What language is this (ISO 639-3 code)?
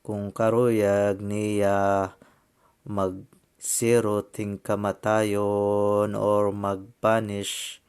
war